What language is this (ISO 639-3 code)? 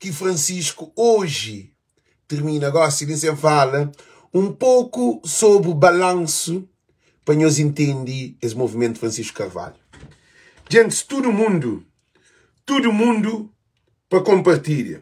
kea